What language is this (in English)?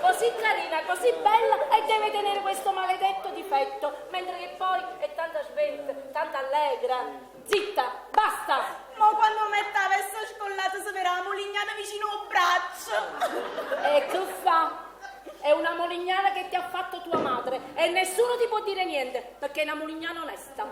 Neapolitan